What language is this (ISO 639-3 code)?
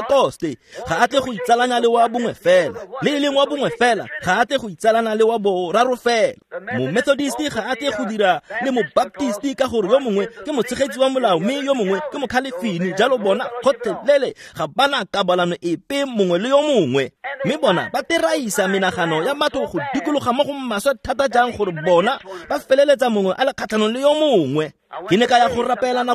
tsn